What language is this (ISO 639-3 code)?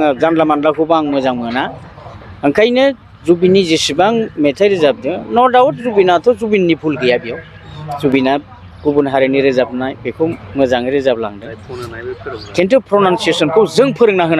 brx